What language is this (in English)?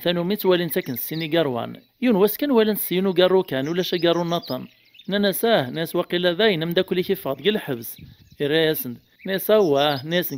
Kabyle